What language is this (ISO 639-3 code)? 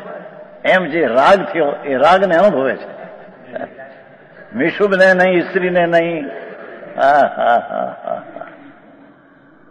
guj